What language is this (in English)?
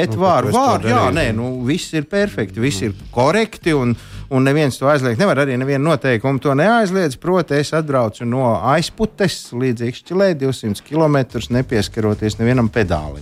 Latvian